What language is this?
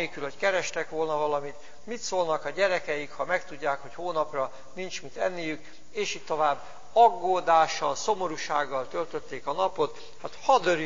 Hungarian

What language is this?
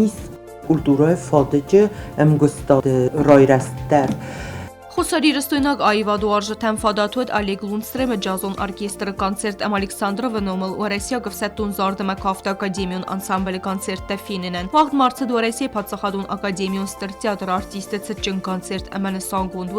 Ossetic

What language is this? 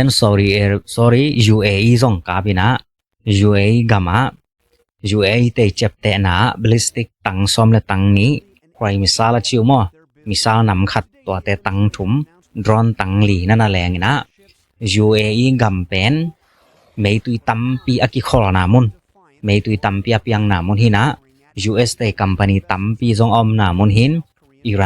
Tedim Chin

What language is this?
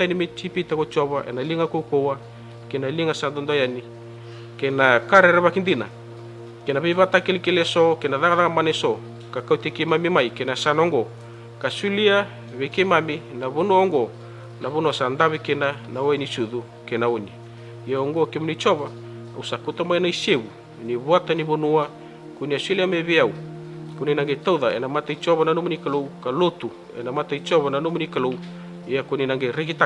Fijian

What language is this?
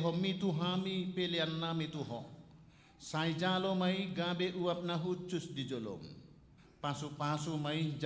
Batak Toba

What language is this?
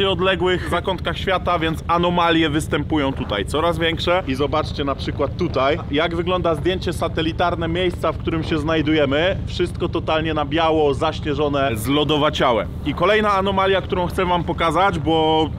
Polish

